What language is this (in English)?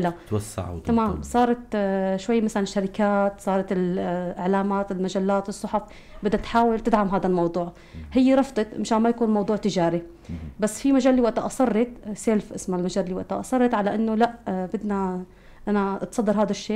North Levantine Arabic